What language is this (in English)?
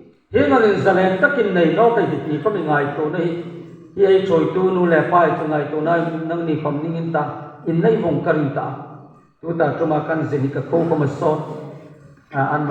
Hmar